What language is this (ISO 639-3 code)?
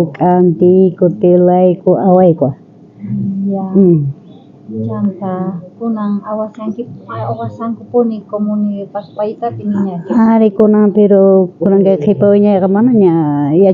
quh